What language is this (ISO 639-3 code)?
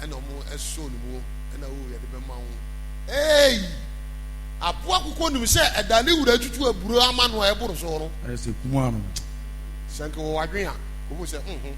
aka